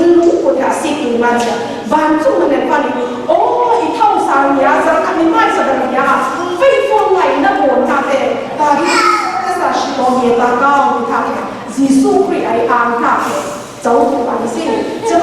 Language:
Falam Chin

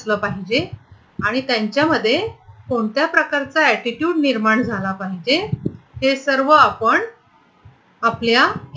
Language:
Marathi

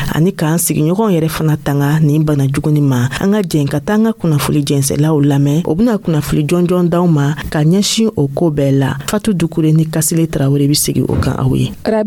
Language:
Dyula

